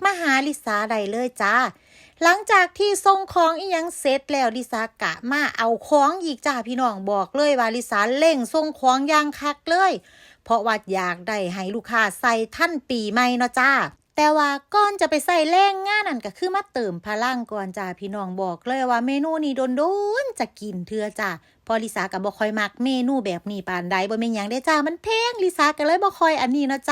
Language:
Northeastern Thai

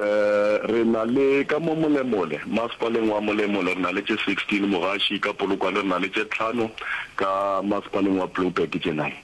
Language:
Northern Sotho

